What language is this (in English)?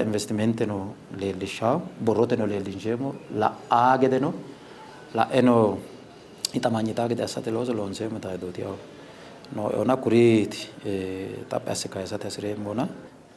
Sidamo